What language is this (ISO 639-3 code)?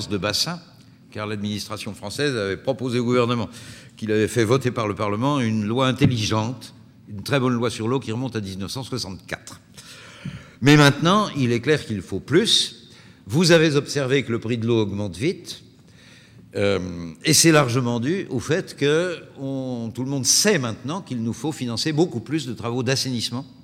fra